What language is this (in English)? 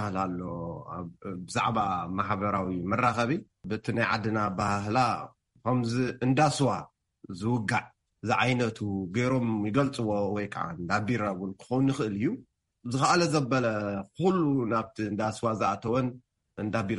Tigrinya